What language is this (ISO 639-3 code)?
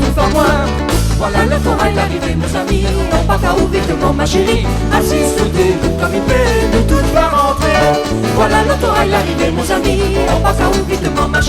rcf